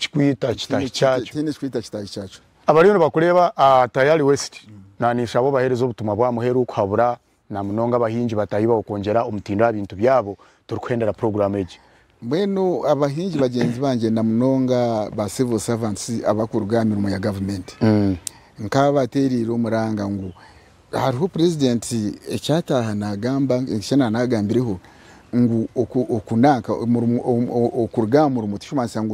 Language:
Nyankole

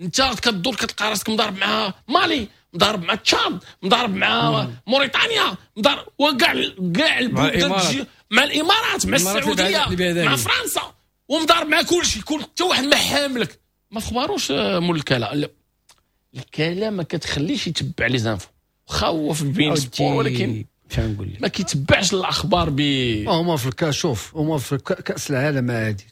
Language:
Moroccan Arabic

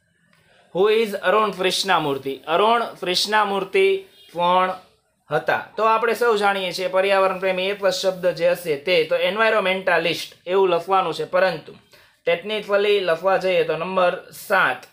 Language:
Gujarati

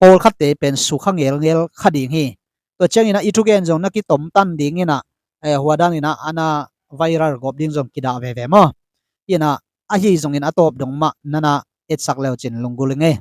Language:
Tedim Chin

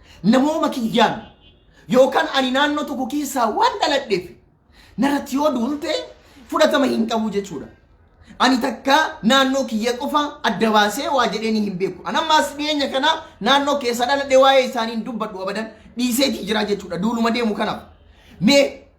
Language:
Oromo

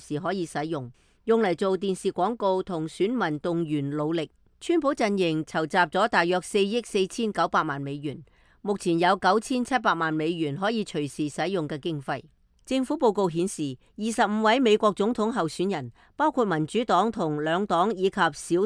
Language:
Cantonese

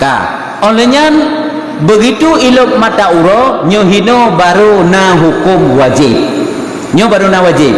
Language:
Achinese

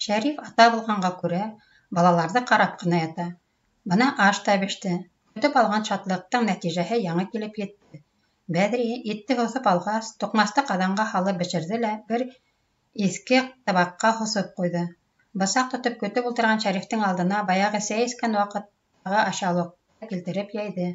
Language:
Bashkir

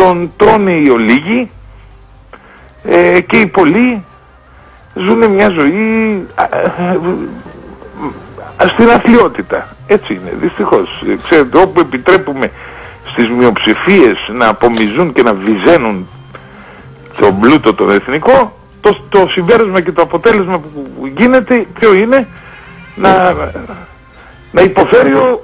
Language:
Greek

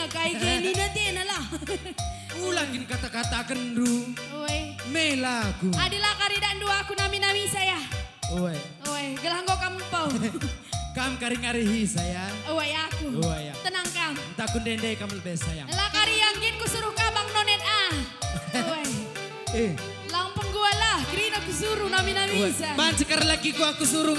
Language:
Batak Karo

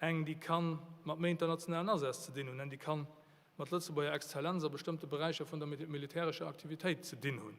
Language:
Luxembourgish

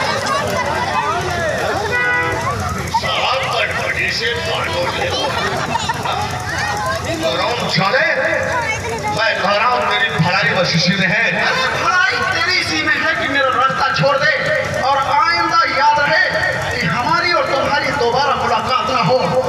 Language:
Hindi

